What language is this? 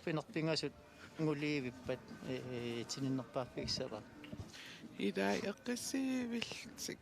Kalaallisut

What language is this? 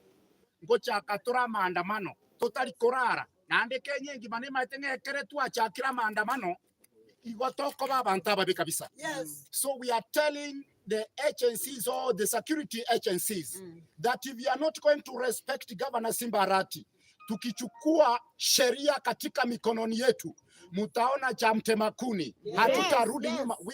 Gusii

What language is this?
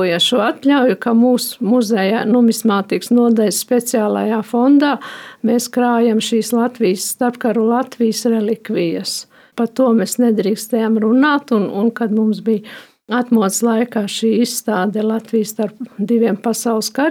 Latvian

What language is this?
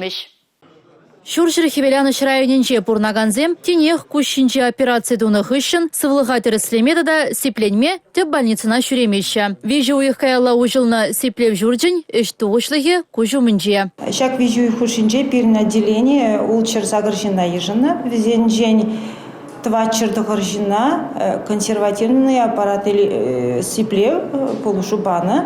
Chuvash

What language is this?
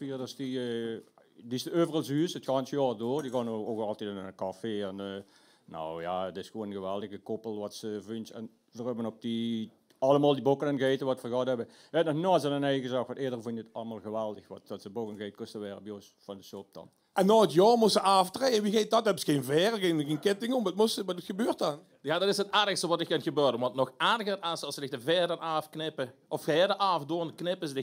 Limburgish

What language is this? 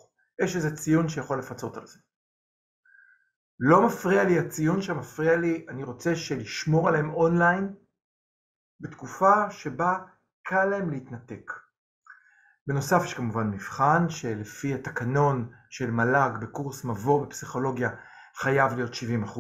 Hebrew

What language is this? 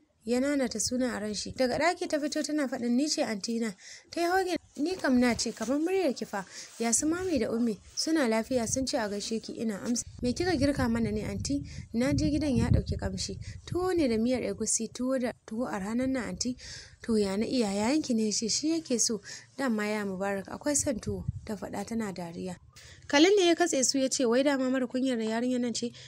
Hausa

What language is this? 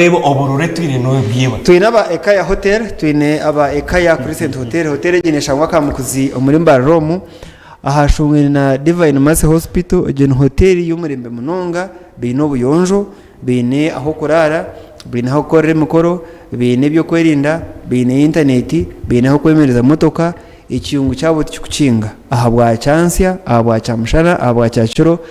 Nyankole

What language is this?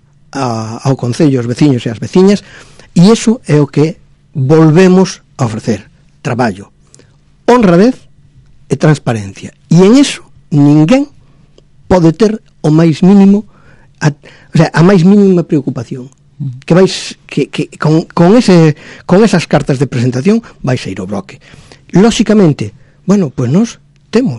Galician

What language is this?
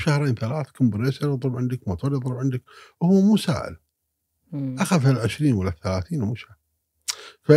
Gulf Arabic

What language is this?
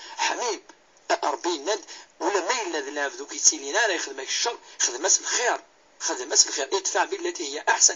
Kabyle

